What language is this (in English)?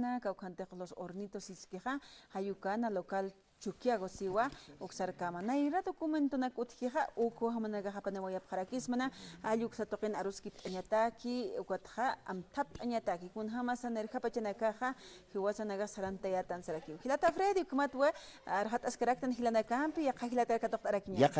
Aymara